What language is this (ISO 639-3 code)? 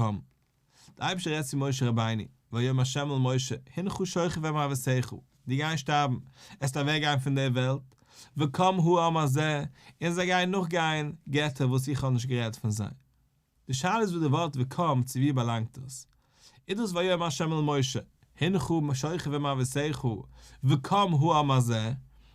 yid